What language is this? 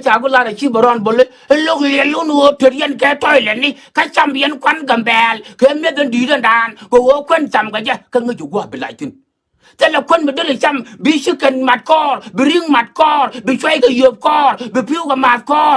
Nuer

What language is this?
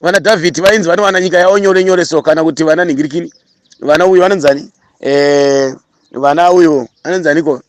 Shona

